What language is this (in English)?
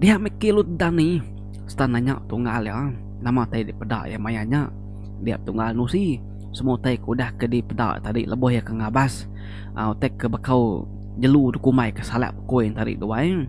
Iban